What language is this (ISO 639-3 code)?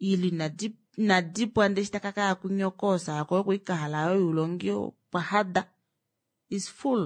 kua